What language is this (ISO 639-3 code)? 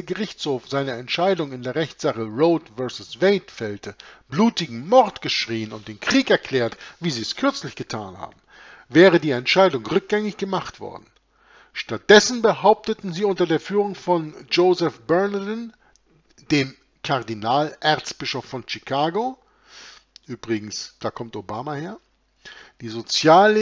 deu